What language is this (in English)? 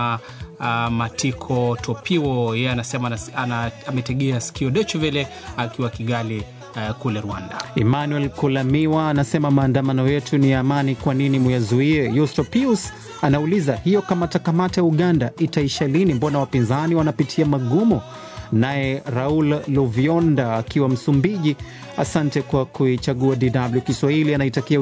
Swahili